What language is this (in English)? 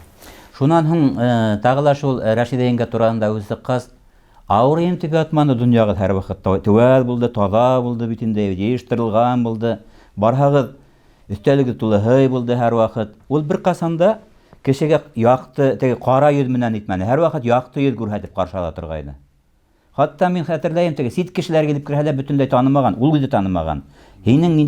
Bashkir